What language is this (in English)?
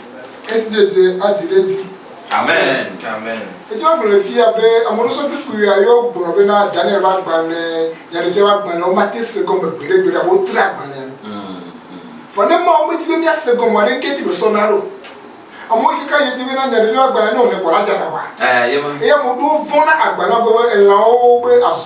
Ewe